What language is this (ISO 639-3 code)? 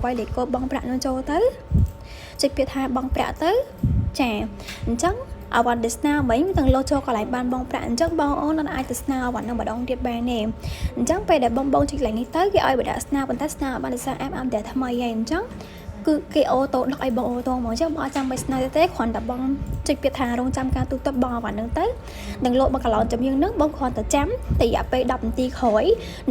khm